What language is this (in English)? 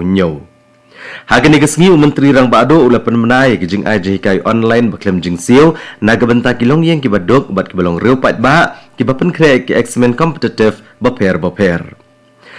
Khasi